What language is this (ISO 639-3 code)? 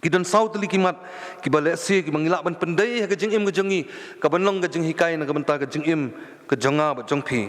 kha